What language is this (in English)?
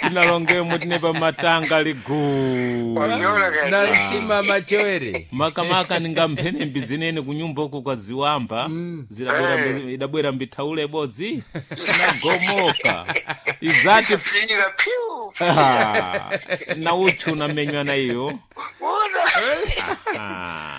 Sena